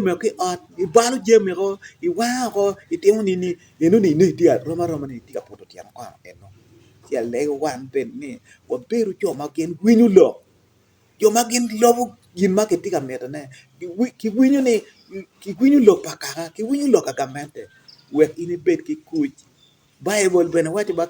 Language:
Acoli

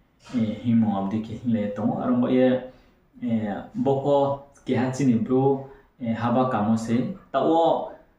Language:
Riang (India)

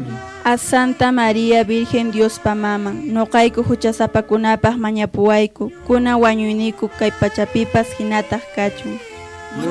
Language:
Quechua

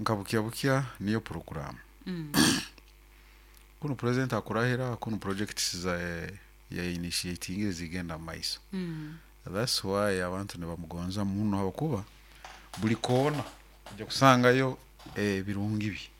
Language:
Nyoro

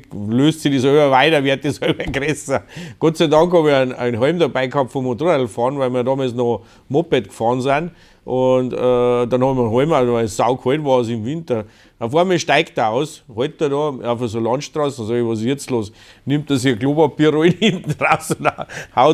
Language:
Bavarian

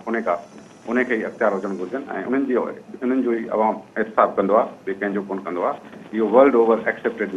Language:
Sindhi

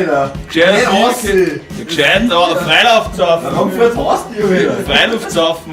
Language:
Bavarian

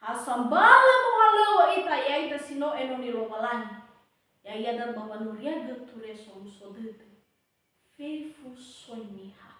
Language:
Nias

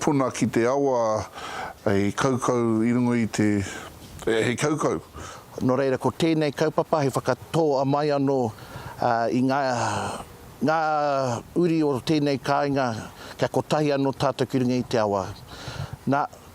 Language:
Māori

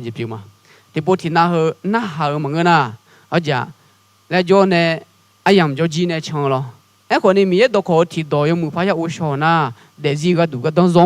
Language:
Akha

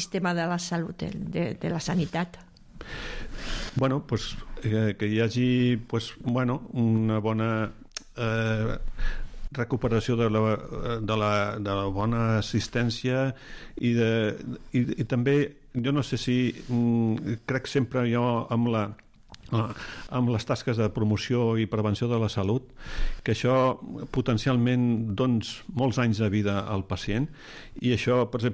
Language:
Catalan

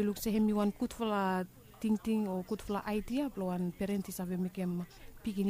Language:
Bislama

